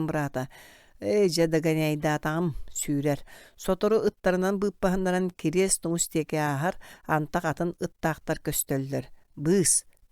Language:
Yakut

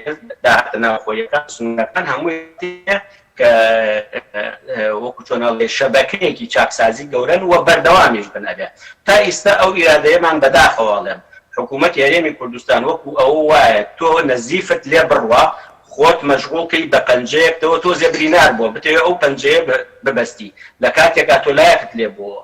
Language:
Central Kurdish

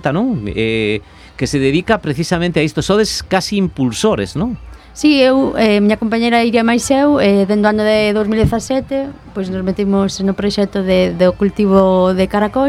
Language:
Galician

